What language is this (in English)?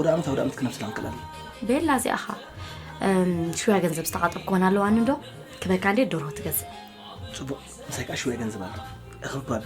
Tigrinya